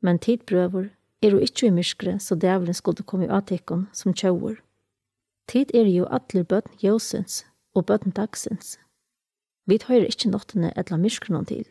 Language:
Faroese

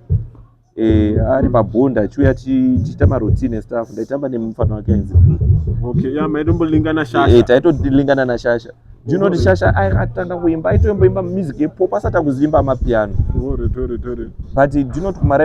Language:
Shona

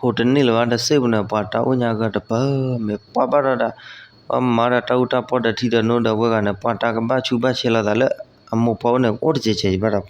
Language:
S'gaw Karen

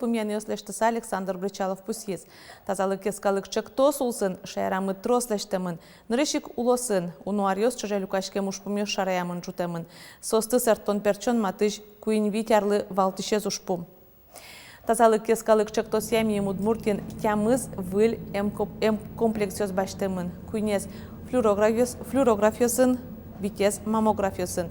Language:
Udmurt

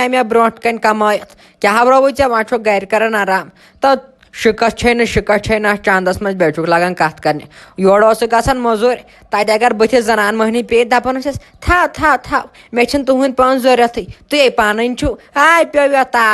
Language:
Kashmiri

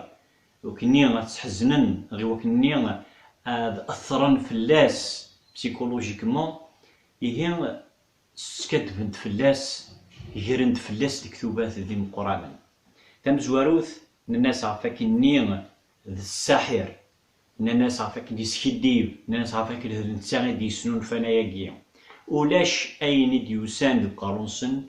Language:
Kabyle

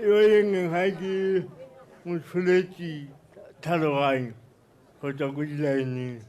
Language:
Tswana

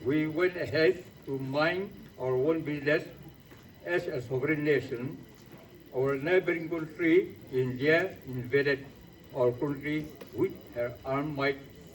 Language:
Chokri Naga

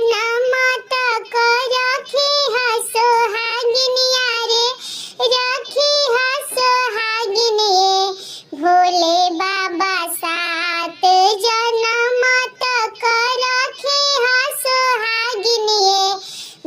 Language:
Bhojpuri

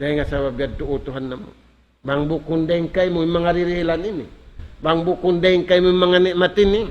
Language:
Tausug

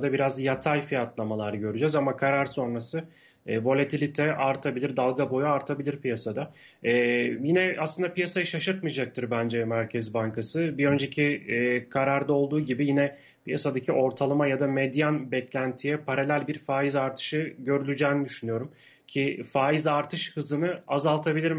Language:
Turkish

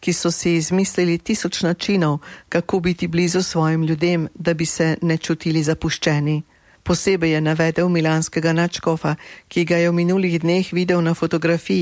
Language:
Slovenian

